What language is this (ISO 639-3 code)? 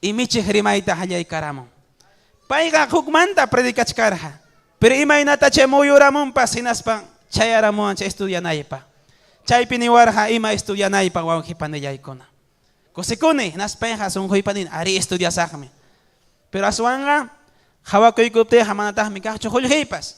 quy